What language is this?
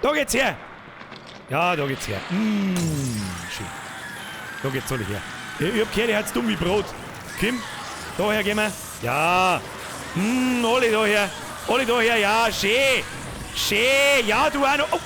Bavarian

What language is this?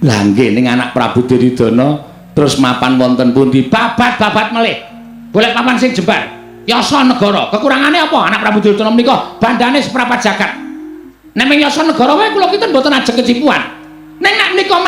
Javanese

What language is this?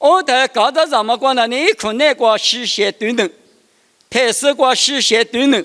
Lisu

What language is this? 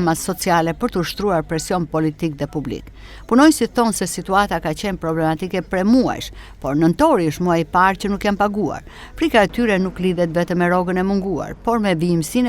Albanian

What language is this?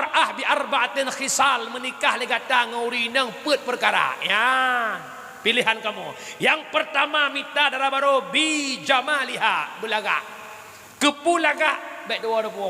Achinese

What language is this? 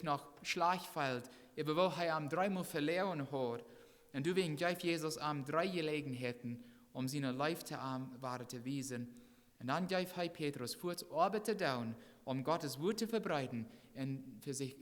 Plautdietsch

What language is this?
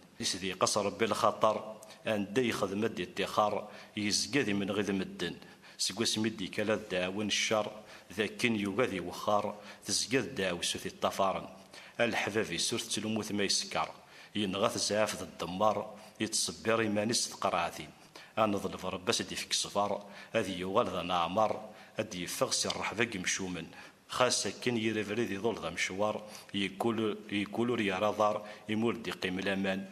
Kabyle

